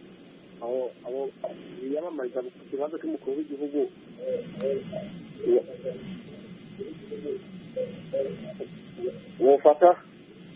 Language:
Kinyarwanda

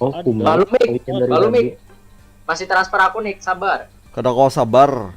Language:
Banjar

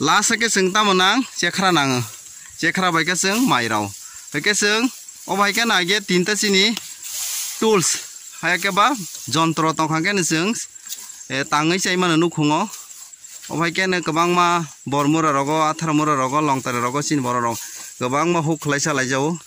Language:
Kok Borok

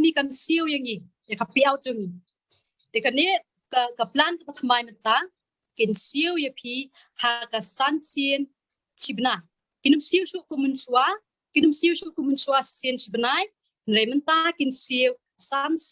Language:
Khasi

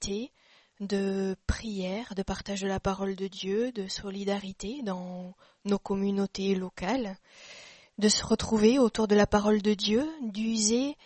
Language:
French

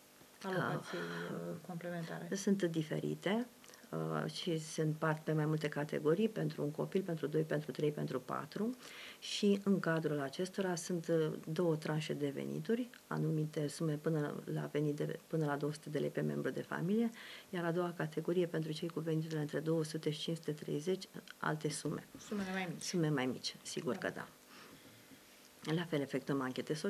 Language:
Romanian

